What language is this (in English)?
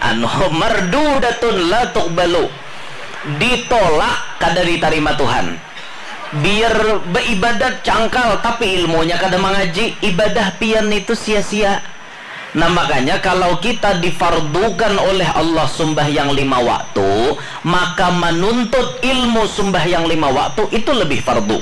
Banjar